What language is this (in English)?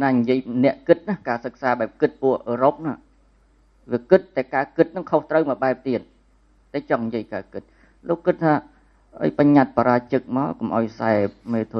Khmer